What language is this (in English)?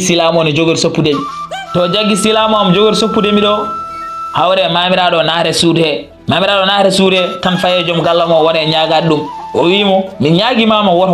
Fula